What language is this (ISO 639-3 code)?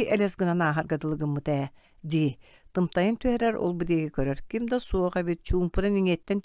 sah